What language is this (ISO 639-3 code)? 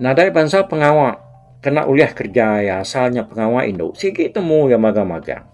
iba